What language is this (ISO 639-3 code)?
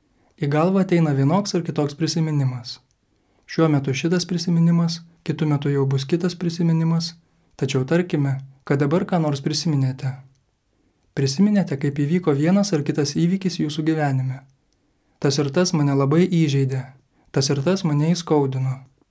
lit